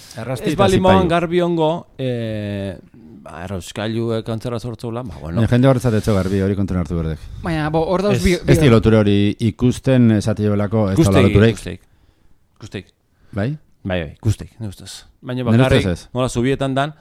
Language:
Basque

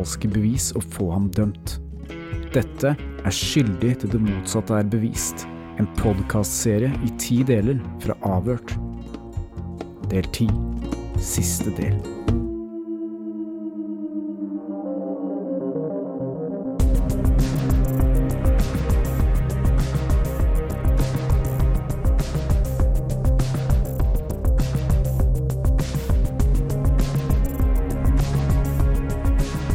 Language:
Norwegian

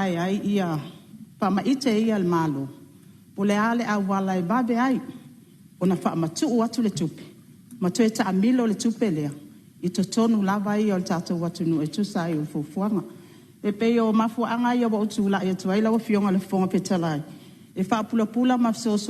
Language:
Samoan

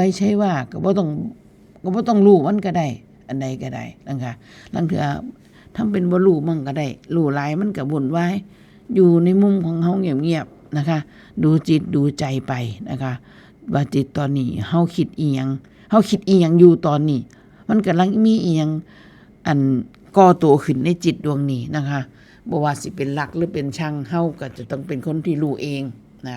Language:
Northeastern Thai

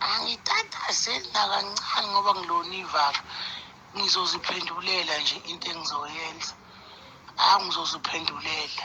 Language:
Zulu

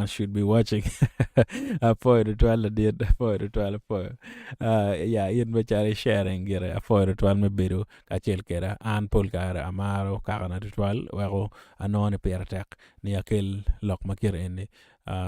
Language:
Acoli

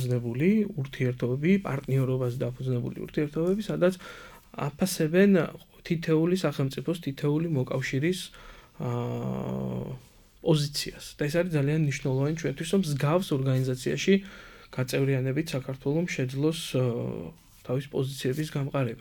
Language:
Georgian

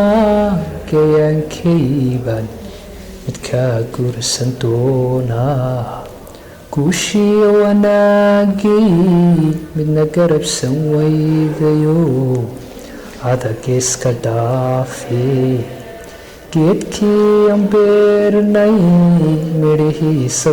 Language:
Somali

